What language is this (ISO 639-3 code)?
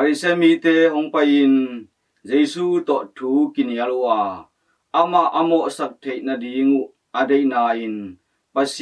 ctd